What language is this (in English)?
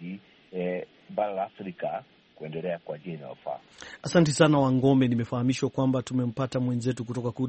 Swahili